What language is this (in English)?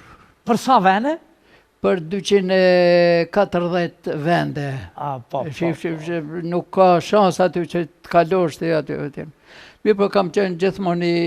Albanian